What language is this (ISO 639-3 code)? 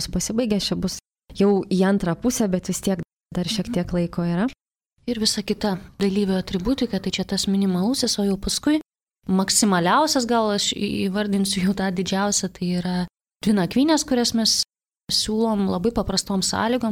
lit